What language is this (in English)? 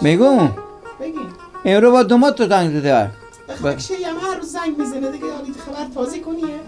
Persian